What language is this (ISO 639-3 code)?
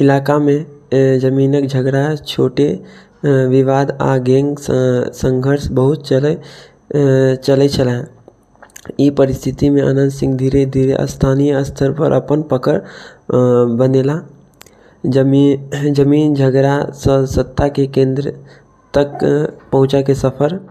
mai